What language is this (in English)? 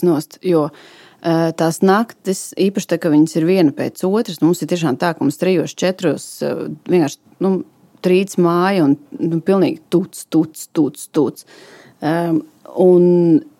Latvian